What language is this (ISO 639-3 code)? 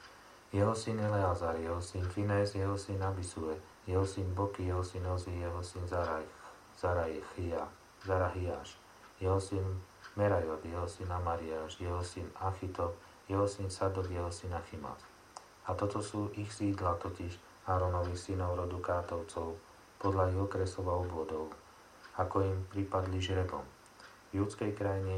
slk